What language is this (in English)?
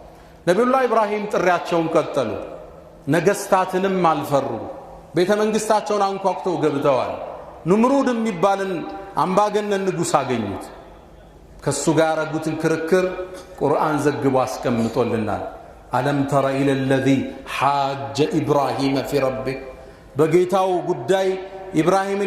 Amharic